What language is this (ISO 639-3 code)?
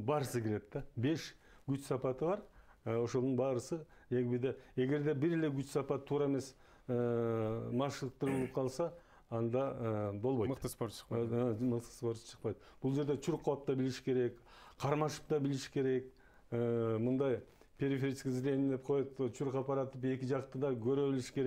kir